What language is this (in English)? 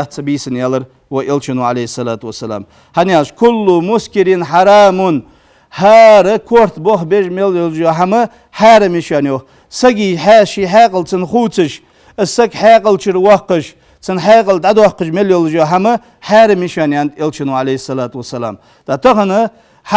Ingush